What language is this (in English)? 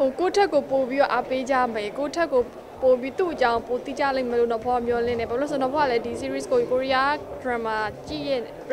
Burmese